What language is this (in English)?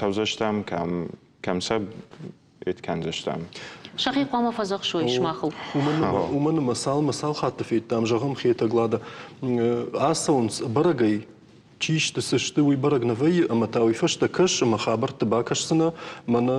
Ossetic